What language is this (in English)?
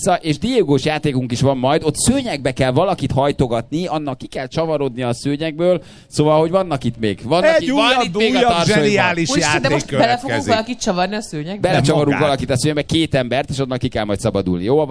Hungarian